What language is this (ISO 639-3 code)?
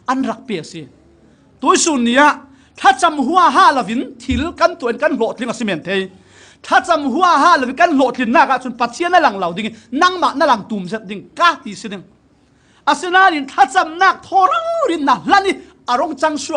cfm